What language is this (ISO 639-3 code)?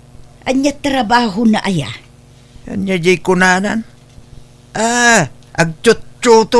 ilo